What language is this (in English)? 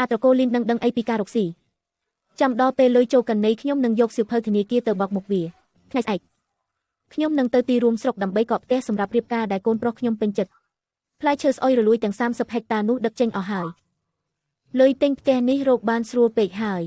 Khmer